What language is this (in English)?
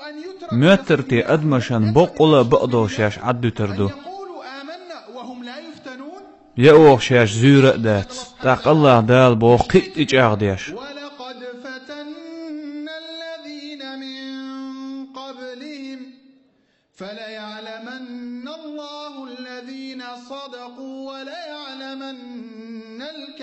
Chechen